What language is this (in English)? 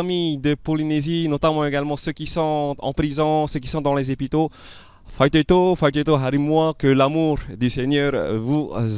Tahitian